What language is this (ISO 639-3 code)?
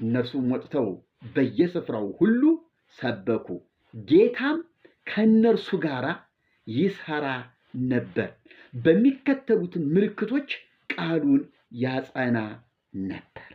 amh